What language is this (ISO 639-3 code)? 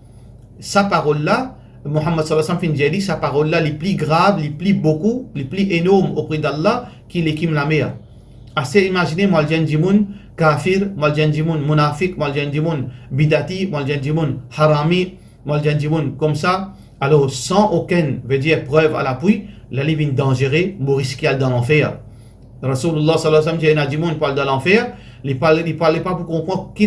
mfe